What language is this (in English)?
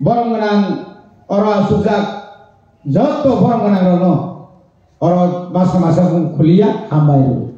Kok Borok